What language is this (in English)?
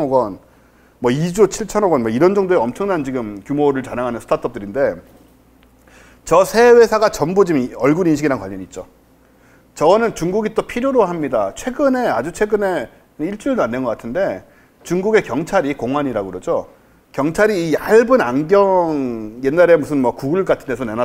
Korean